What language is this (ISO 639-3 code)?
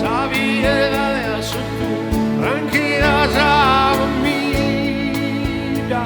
srd